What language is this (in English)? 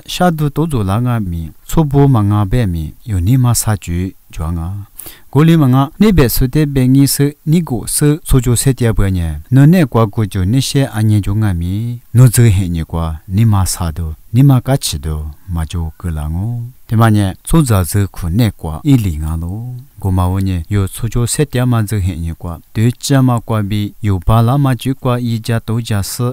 Lisu